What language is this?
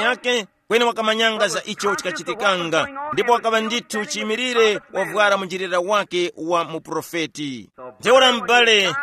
Tumbuka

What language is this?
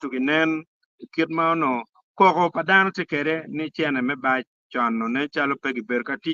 Acoli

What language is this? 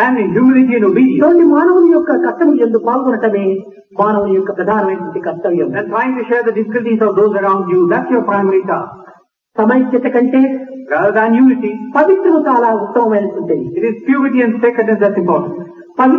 Telugu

